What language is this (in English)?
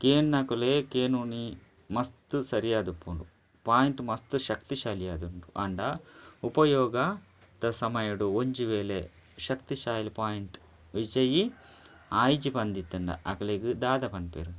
Tulu